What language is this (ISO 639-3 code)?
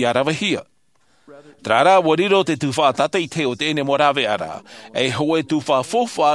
tah